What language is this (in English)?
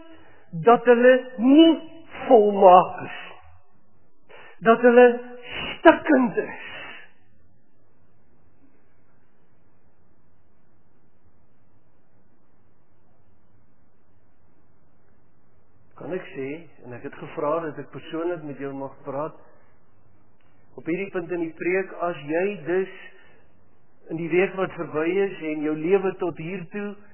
Afrikaans